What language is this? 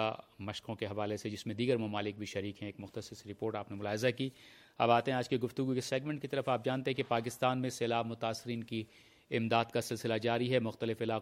Urdu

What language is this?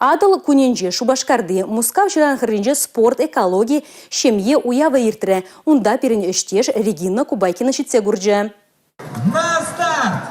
Chuvash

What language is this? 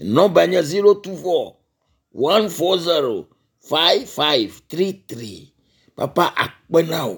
Ewe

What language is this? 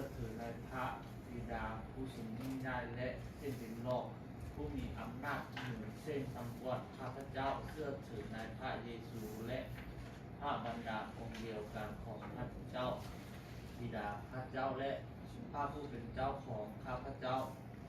Lao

